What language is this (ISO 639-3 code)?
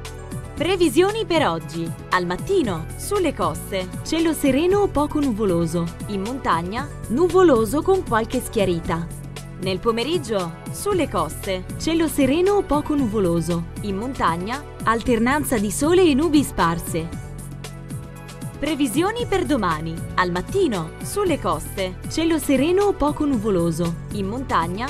ita